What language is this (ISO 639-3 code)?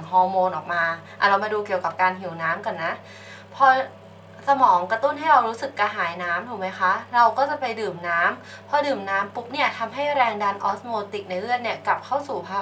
tha